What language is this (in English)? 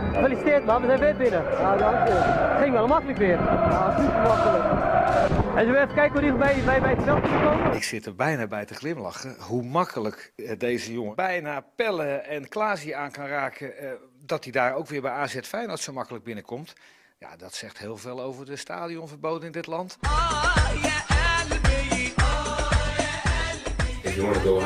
Dutch